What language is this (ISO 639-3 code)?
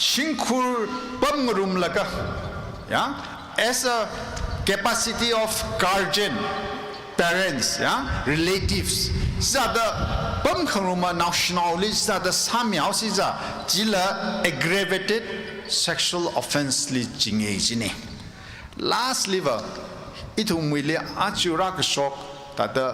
nmf